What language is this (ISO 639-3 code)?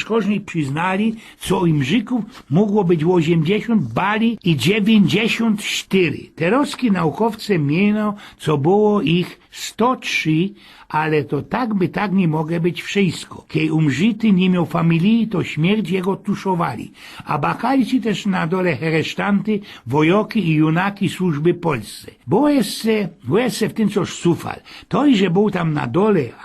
szl